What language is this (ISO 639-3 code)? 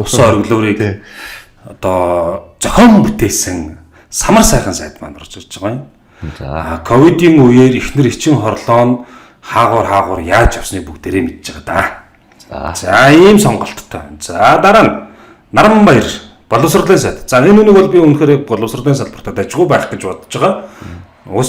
mon